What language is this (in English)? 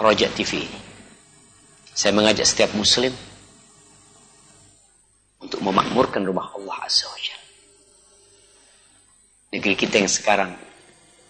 Indonesian